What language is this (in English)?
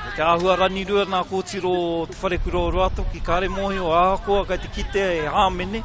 Māori